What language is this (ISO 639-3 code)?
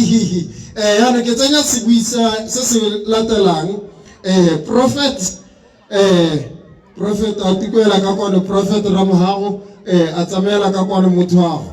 tsn